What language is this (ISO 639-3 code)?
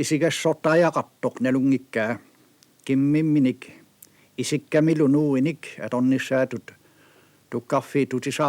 kal